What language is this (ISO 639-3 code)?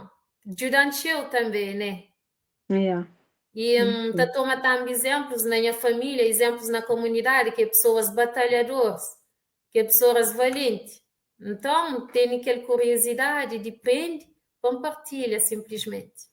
kea